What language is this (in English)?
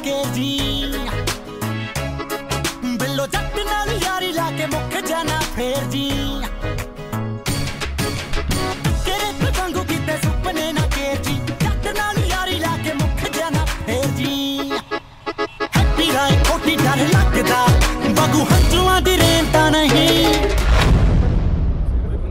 Punjabi